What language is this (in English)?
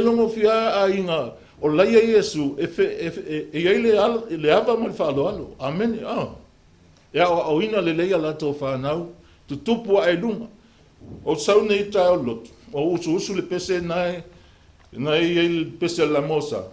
Samoan